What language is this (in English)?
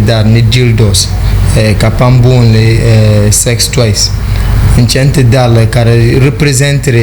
Dagbani